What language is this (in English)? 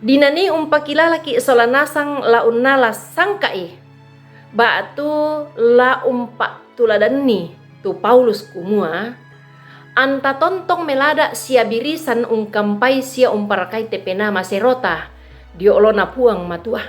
Toraja-Sa'dan